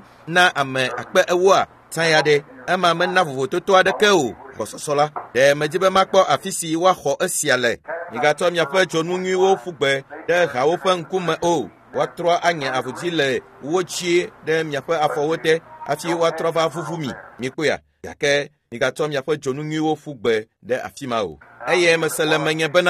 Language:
Ewe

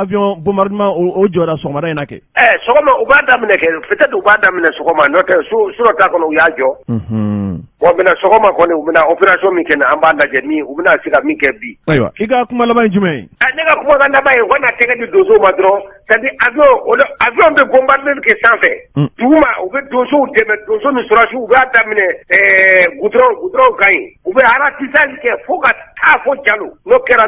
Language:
Bambara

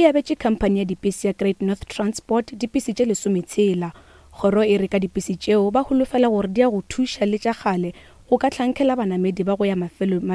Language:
Northern Sotho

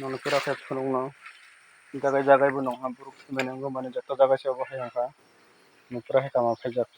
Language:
Kok Borok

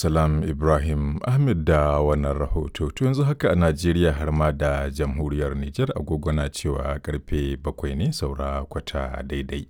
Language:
Hausa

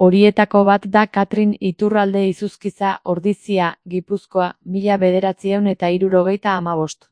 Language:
Basque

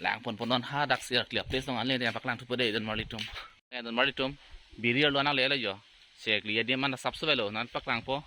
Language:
Karbi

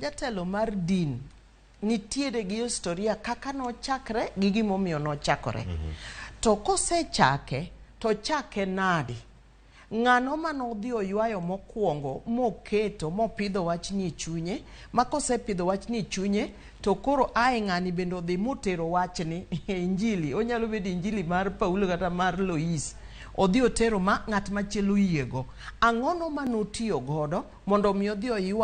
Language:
Luo (Kenya and Tanzania)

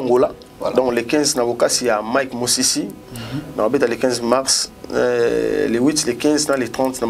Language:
Lingala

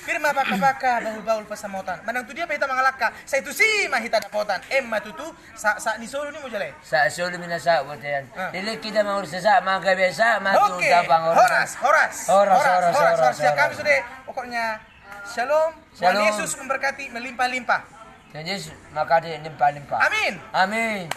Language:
Batak Toba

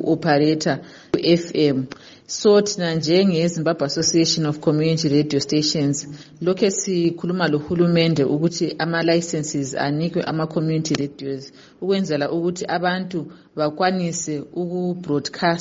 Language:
North Ndebele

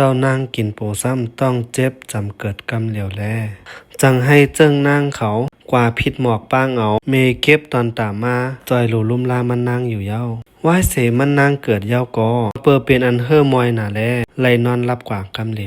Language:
Shan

